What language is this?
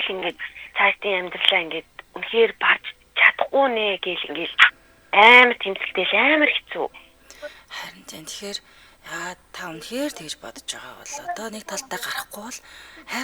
Mongolian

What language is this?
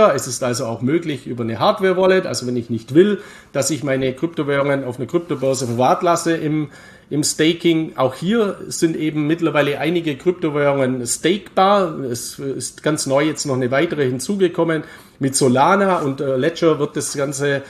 German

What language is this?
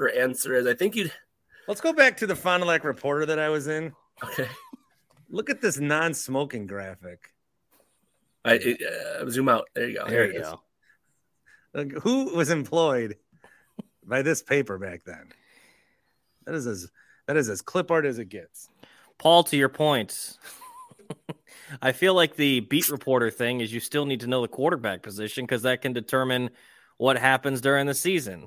English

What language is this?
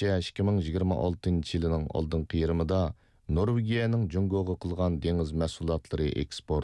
Uyghur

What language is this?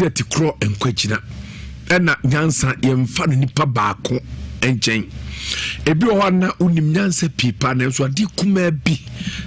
Akan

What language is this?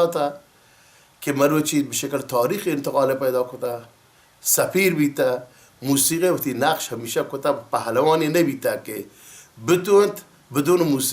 Baluchi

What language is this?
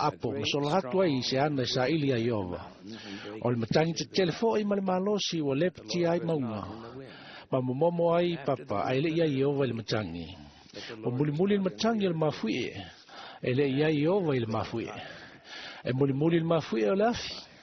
Samoan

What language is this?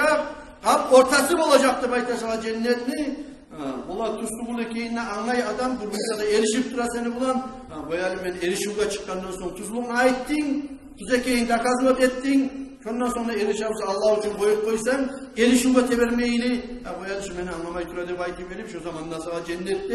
Kumyk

